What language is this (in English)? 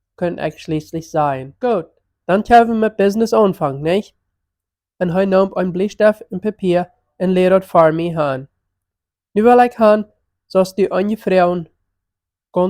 Plautdietsch